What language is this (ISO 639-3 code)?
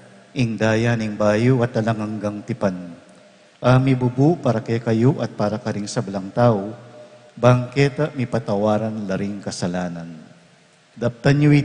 pam